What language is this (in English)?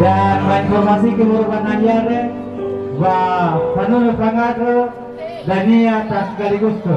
Nias